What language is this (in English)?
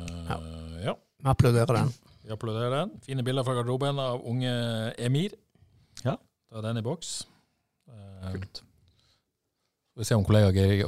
Norwegian